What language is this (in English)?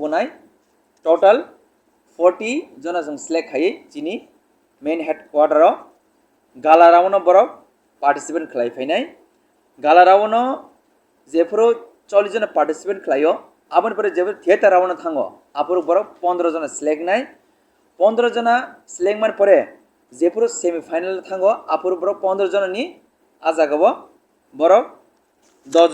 Kok Borok